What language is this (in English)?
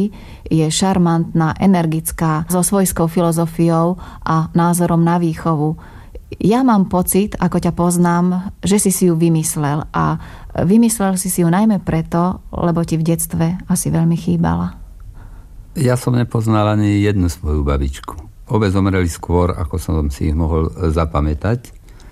Slovak